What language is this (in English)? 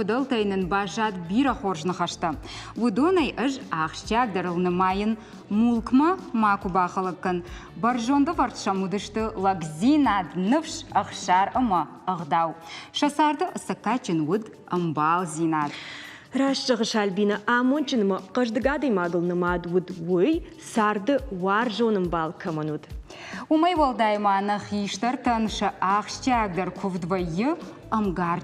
Ossetic